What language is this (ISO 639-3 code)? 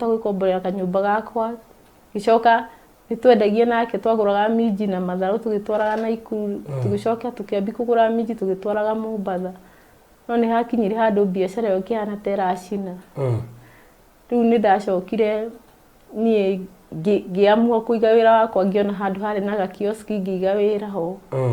kik